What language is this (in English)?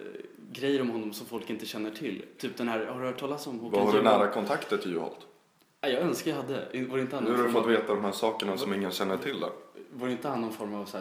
Swedish